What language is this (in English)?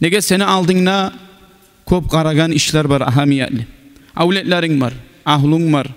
Kumyk